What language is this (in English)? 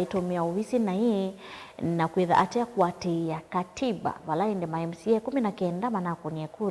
Kamba